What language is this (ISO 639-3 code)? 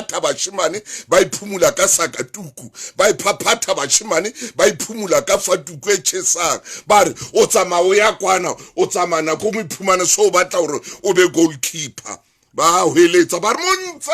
sot